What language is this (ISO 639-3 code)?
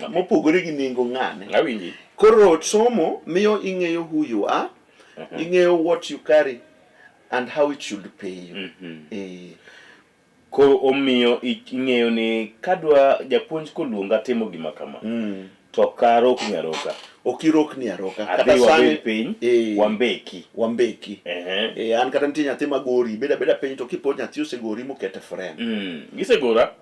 luo